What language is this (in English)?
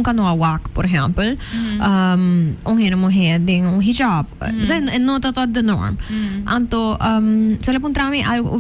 Papiamento